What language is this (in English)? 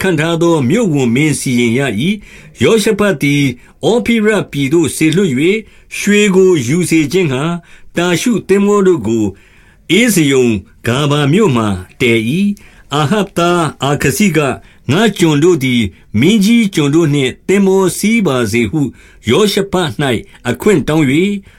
Burmese